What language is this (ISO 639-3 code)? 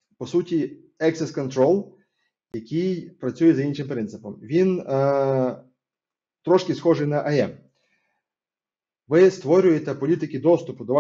ukr